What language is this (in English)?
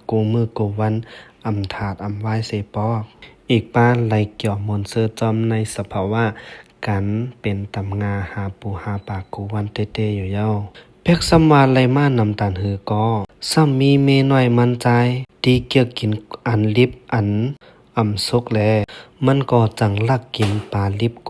Shan